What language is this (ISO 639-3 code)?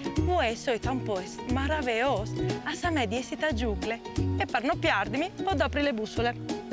fur